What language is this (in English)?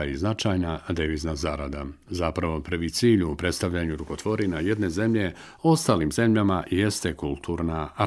Bosnian